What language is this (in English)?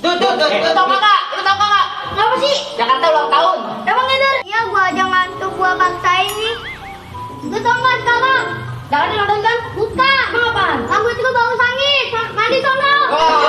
Betawi